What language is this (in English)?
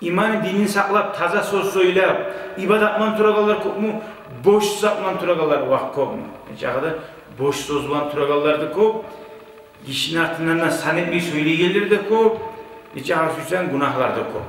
Kumyk